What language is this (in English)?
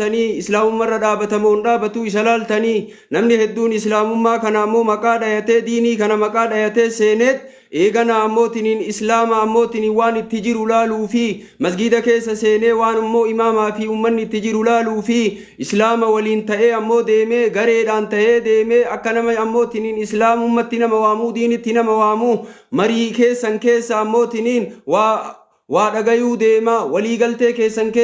Oromo